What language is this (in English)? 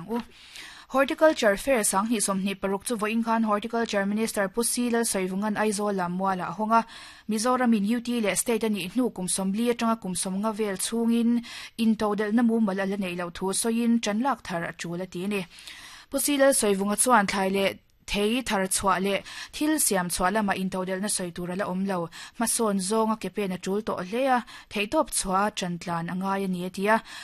Mizo